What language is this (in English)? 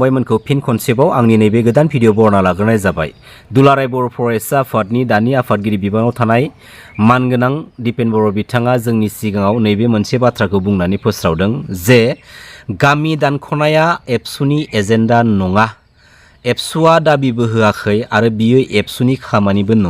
Bodo